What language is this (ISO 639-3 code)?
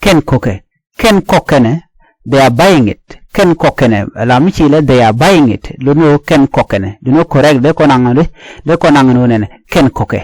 nus